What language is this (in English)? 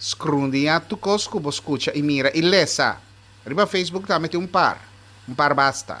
Papiamento